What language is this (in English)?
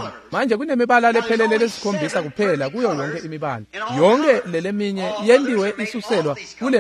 Swati